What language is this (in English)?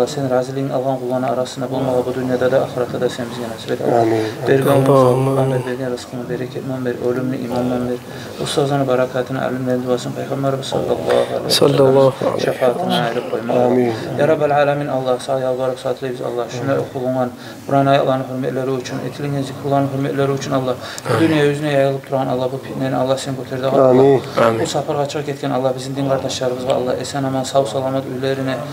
Kumyk